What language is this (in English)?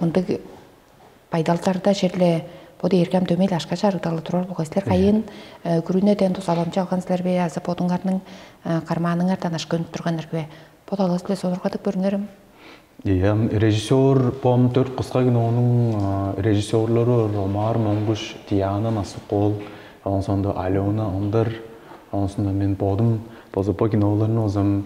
Tuvinian